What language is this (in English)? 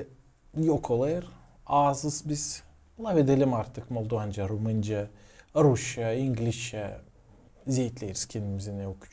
Gagauz